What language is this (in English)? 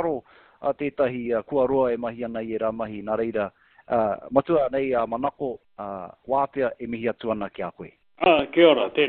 Māori